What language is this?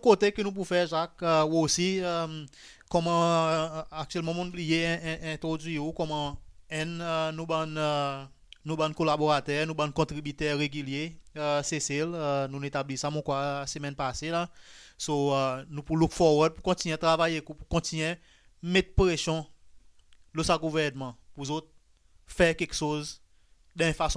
Seselwa Creole French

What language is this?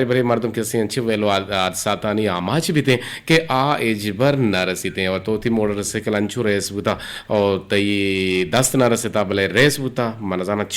Eastern Balochi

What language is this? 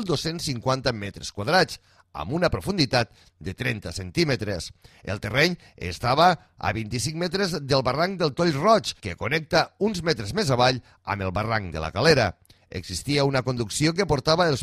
Catalan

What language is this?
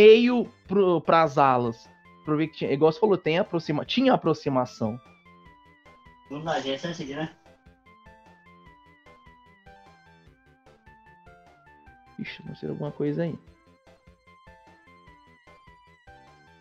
Portuguese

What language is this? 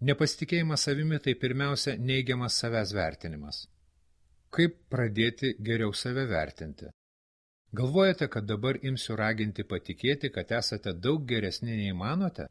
Lithuanian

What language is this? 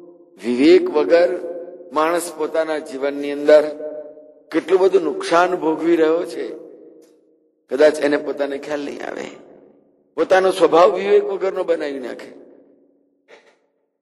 Gujarati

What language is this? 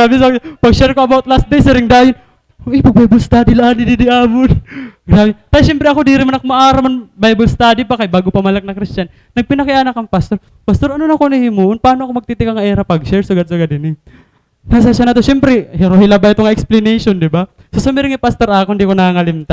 Waray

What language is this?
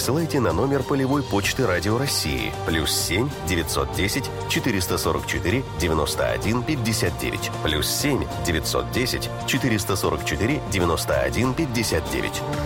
Russian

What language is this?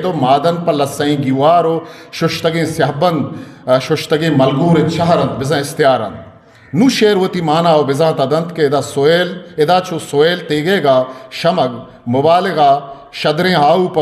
Eastern Balochi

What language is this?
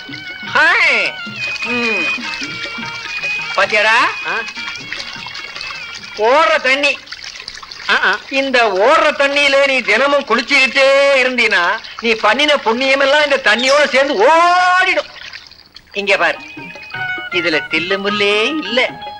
Tamil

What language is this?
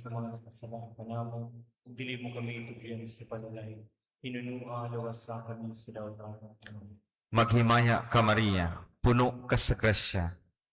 Cebuano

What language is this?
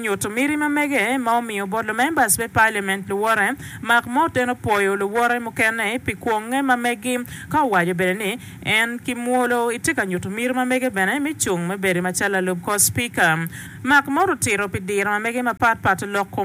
Acoli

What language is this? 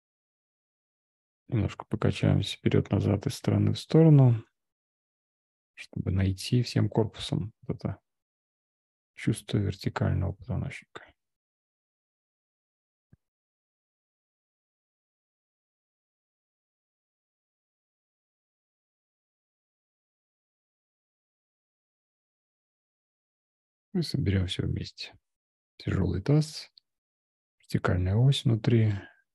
Russian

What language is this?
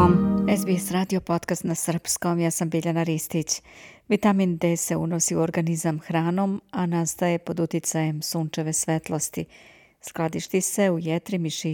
Serbian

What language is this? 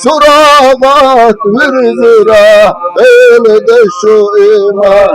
Chechen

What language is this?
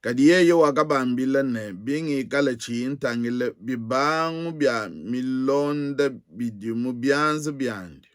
Luba-Lulua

